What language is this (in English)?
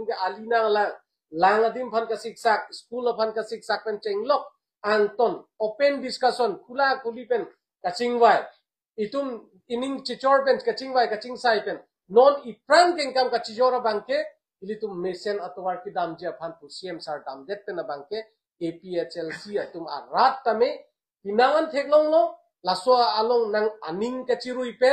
Karbi